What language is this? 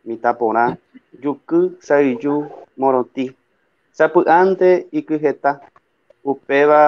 Guarani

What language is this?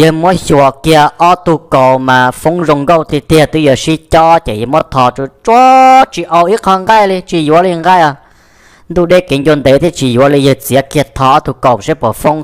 Hmong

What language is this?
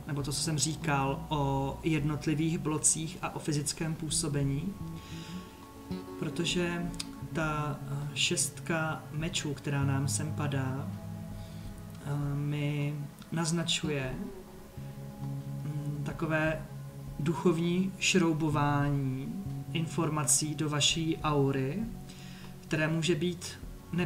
Czech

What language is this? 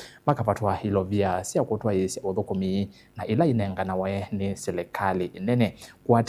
Kamba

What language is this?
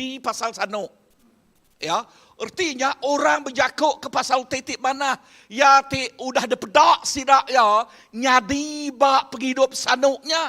Iban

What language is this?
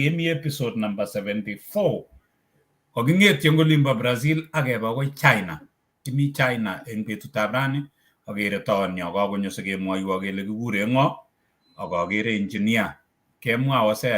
Kalenjin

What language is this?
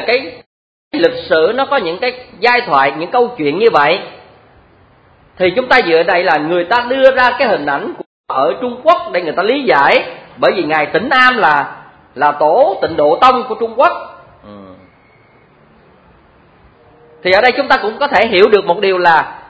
Vietnamese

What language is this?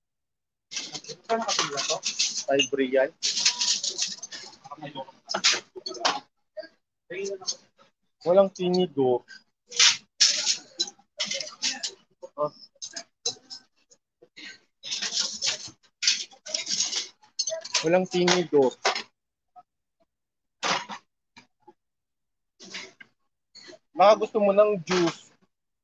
Filipino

